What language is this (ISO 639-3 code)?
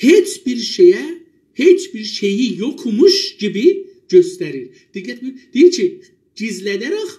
azb